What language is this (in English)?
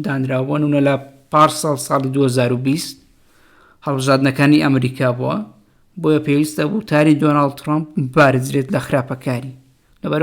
Central Kurdish